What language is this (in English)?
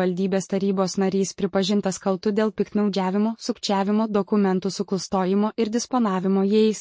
Lithuanian